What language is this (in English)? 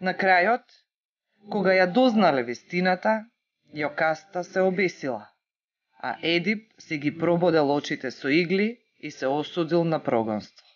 Macedonian